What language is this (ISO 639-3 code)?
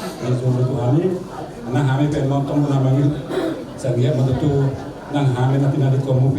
bbc